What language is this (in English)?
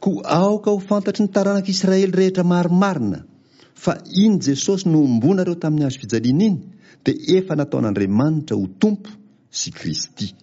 Malagasy